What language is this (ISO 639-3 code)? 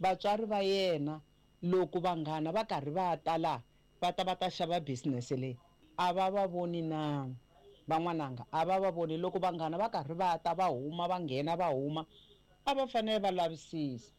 tso